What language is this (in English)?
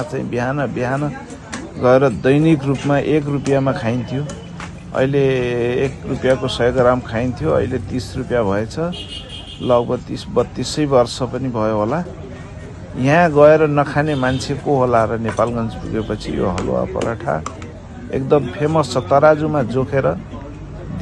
Nepali